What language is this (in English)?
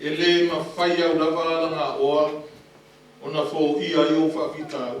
Samoan